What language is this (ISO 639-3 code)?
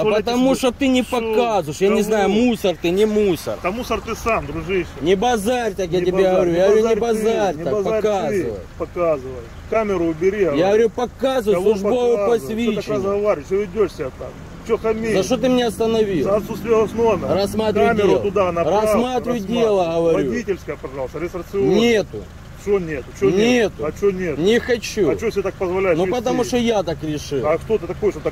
rus